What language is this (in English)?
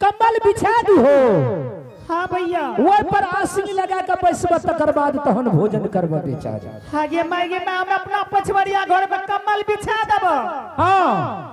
Angika